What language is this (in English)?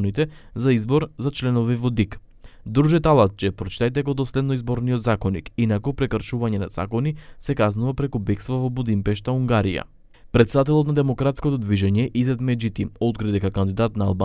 Macedonian